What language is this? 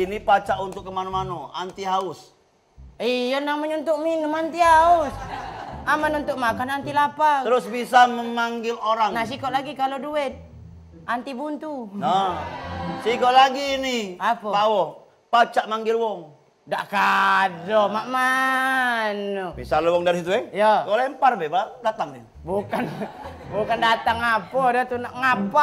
Musi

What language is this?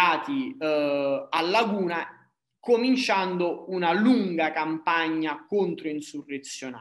Italian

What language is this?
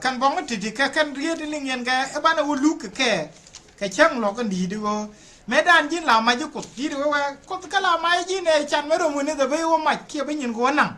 Nuer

